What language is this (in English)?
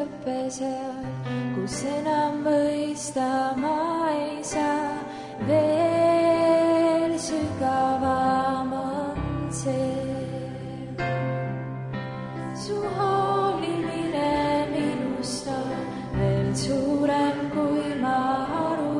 Estonian